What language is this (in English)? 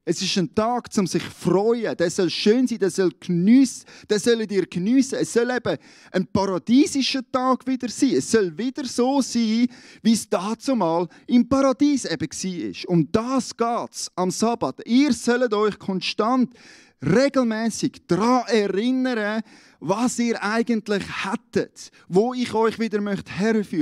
Swiss German